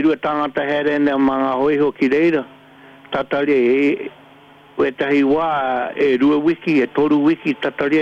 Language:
Māori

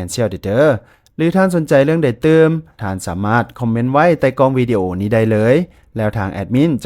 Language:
Lao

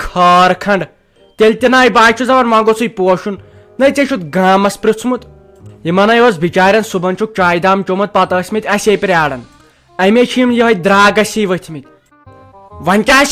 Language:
Kashmiri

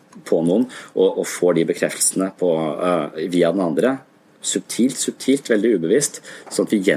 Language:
Norwegian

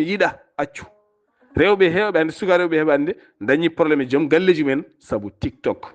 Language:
Fula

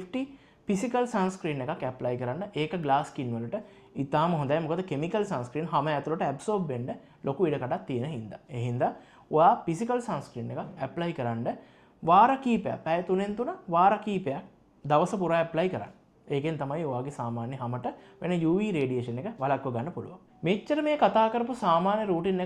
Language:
Sinhala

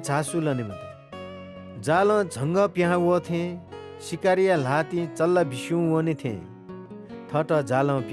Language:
Newari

